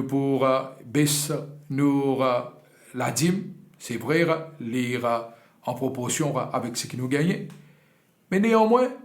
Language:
Morisyen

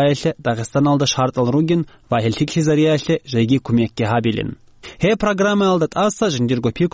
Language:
Avaric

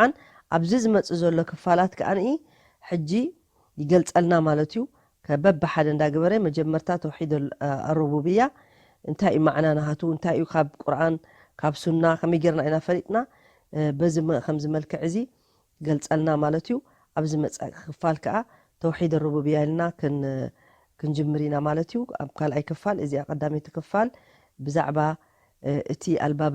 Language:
Tigrinya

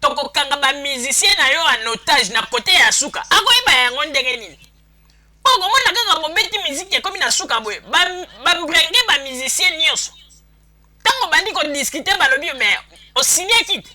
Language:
Lingala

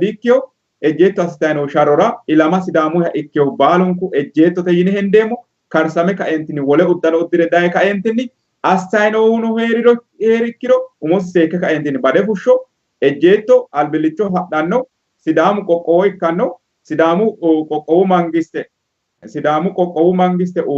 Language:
Sidamo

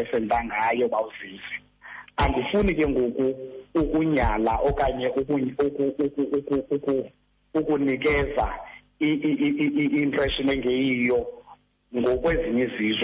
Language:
Xhosa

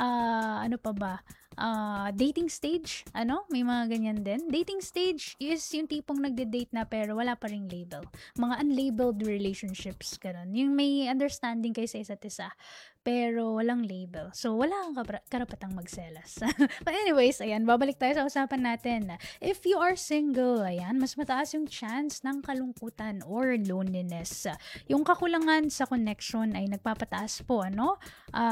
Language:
Filipino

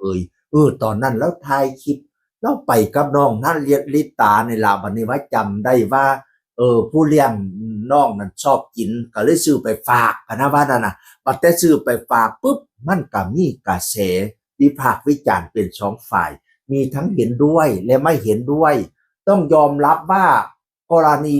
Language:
Northeastern Thai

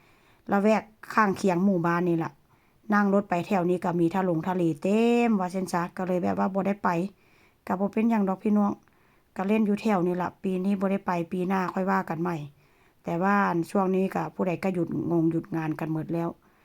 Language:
Northeastern Thai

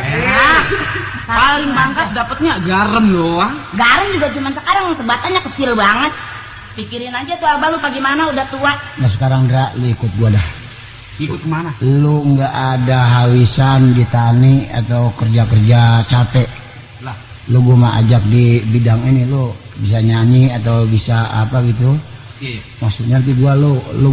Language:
Betawi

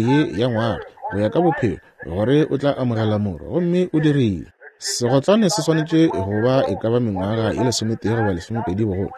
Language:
Northern Sotho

